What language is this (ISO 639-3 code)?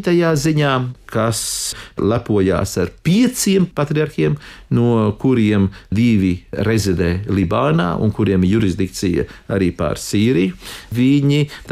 lav